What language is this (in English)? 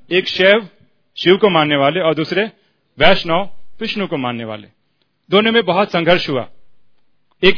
Hindi